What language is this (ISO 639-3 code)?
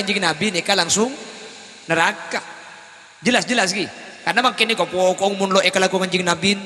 mad